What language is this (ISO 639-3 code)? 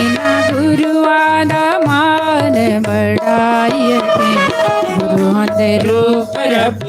doi